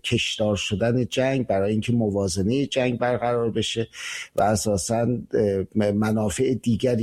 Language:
Persian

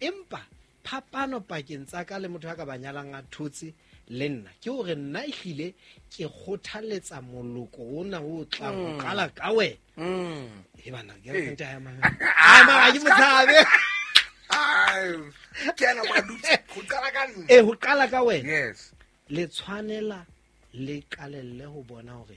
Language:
Southern Sotho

